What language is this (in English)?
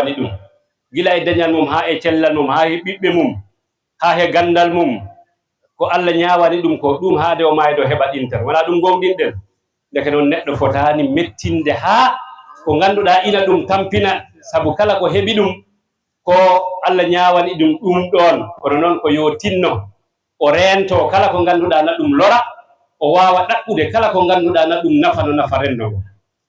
Fula